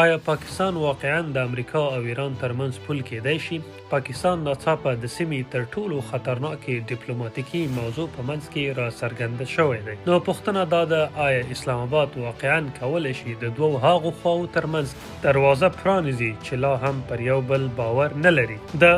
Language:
Pashto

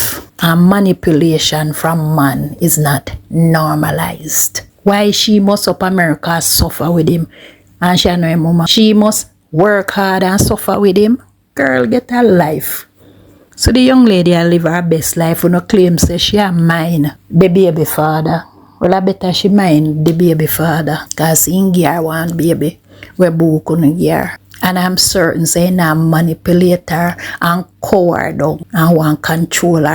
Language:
Jamaican Creole English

